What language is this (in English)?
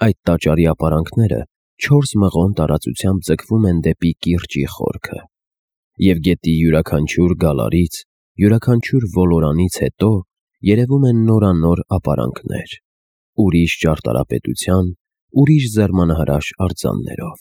Armenian